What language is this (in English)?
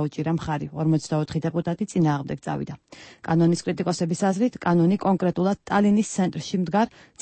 Georgian